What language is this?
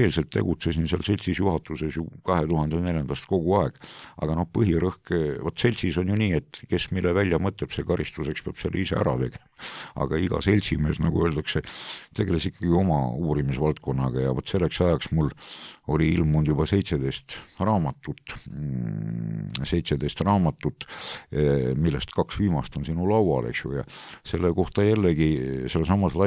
Estonian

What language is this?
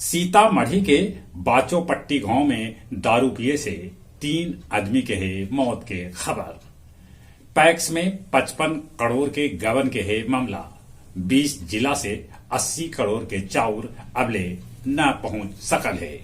Magahi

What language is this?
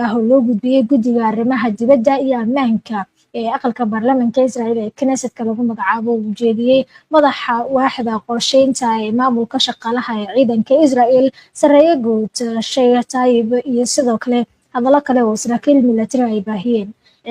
Somali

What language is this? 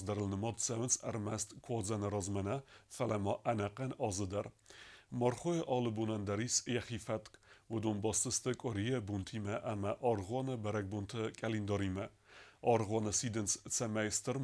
Ossetic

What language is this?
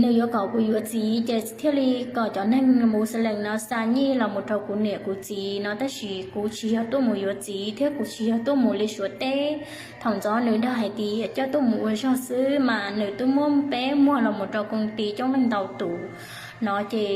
Hmong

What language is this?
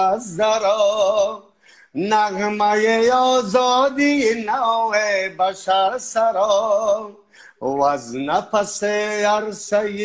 Persian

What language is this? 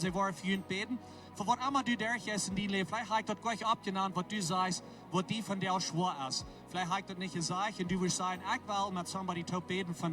Plautdietsch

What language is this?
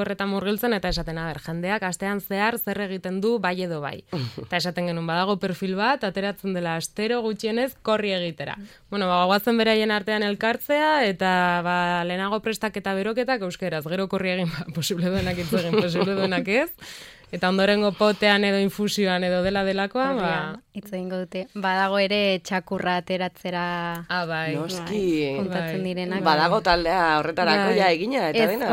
Basque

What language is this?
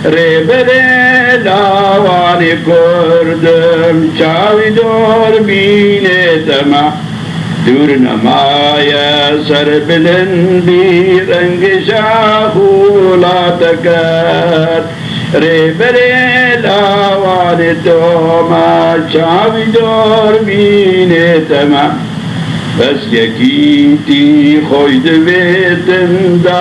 Kurdish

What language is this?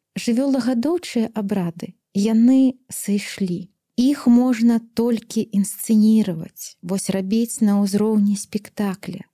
Belarusian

